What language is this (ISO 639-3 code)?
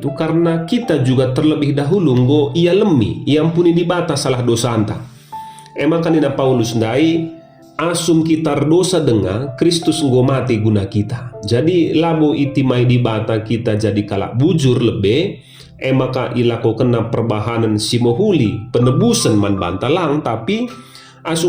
btx